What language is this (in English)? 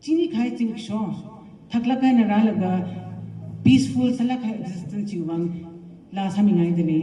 Tangkhul Naga (India)